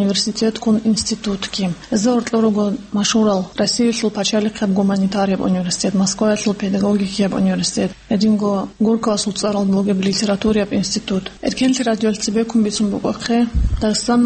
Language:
Avaric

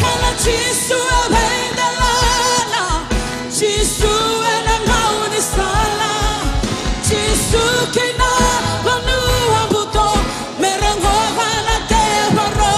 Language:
Fijian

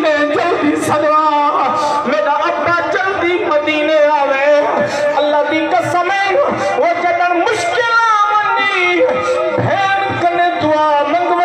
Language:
Saraiki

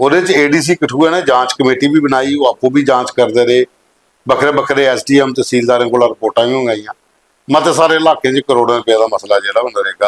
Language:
Dogri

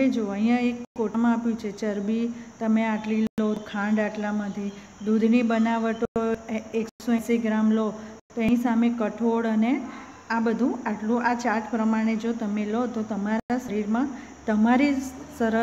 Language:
Gujarati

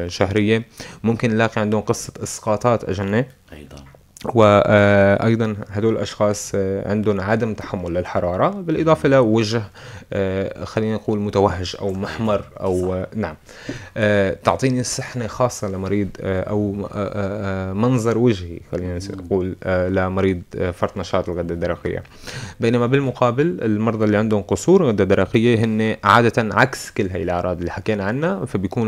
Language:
North Levantine Arabic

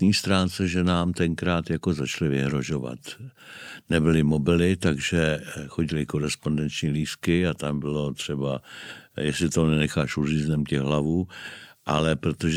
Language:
Czech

